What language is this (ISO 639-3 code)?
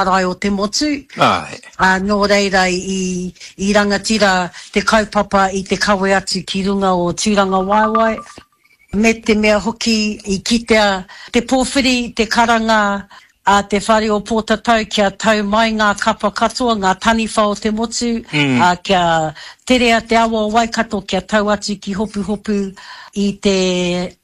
mri